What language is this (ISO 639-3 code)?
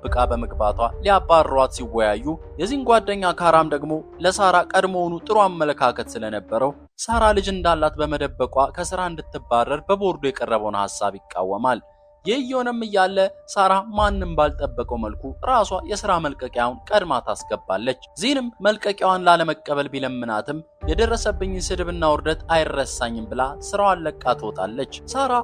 amh